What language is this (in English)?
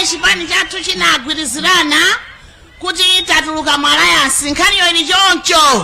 Nyanja